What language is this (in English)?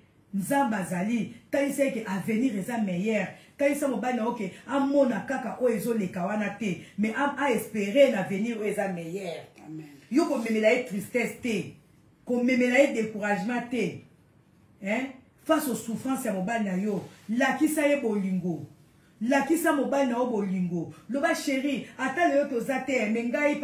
Lingala